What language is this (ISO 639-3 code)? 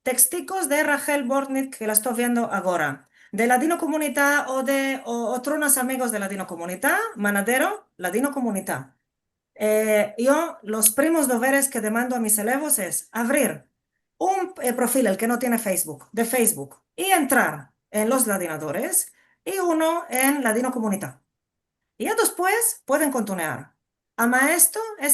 lad